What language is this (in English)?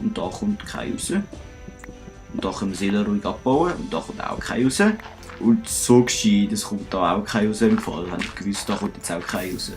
Swiss German